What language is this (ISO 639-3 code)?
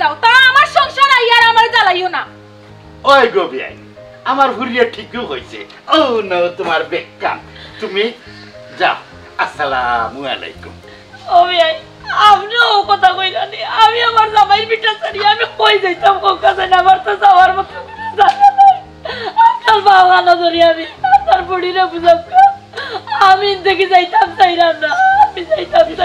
syl